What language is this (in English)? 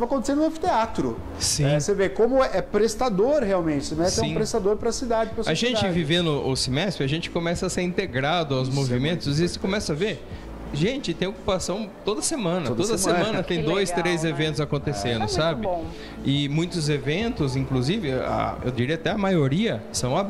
Portuguese